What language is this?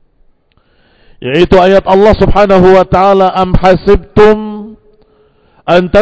Indonesian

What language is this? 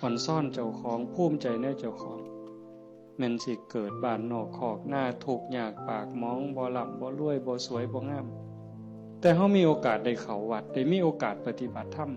Northeastern Thai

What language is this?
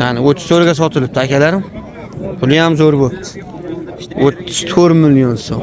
Uzbek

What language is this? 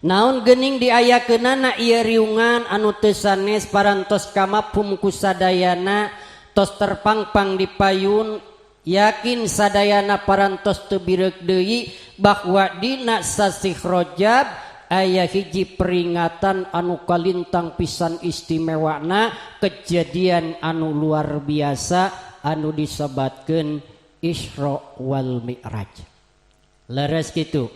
Sundanese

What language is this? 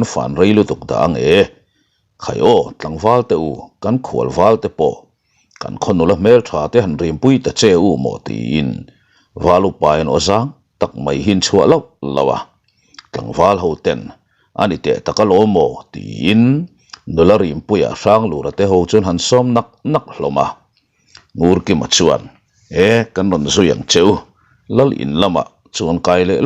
Mizo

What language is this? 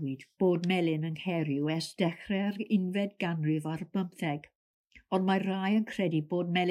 Welsh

